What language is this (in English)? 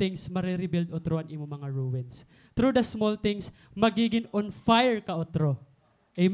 Waray